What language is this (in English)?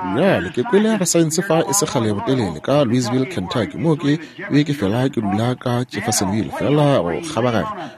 Northern Sotho